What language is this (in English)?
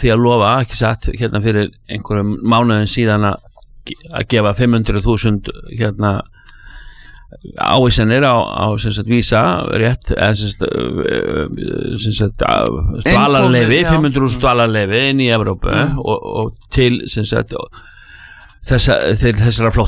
Icelandic